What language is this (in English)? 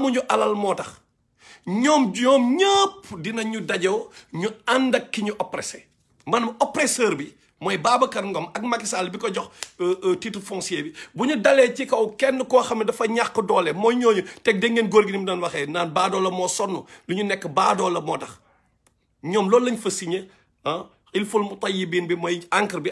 Wolof